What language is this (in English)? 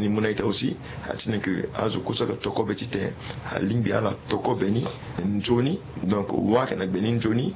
Sango